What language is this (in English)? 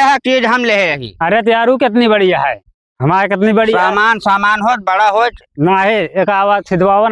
Awadhi